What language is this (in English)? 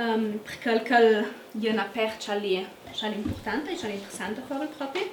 Ladin